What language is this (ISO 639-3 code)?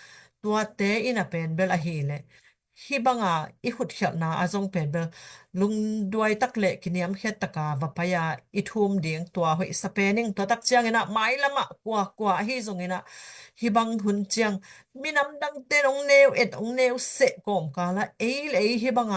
ctd